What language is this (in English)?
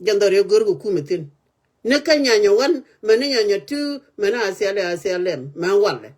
Nuer